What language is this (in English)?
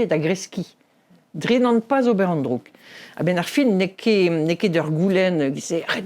Breton